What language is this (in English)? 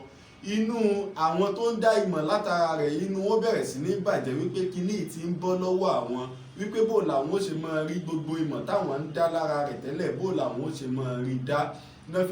Yoruba